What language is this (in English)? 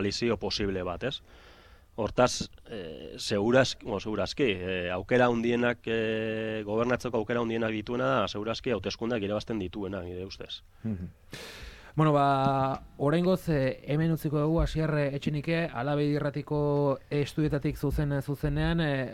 Basque